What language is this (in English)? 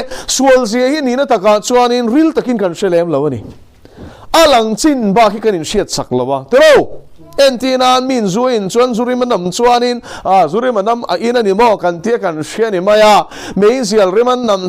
Mizo